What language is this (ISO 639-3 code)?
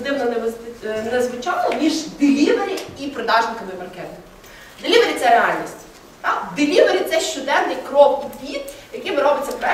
ukr